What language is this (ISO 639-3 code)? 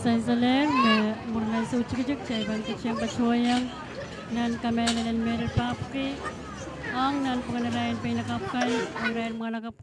pon